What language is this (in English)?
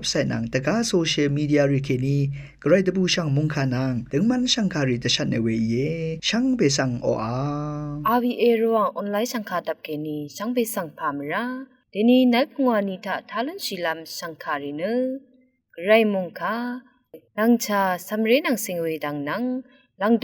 Rawang